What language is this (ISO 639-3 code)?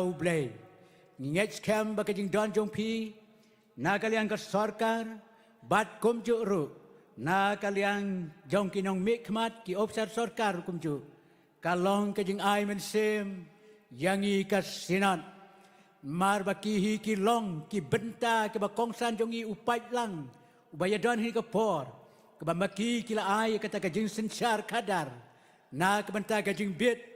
kha